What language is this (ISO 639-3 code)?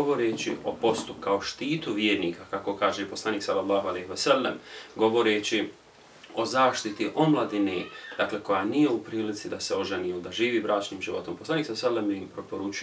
bos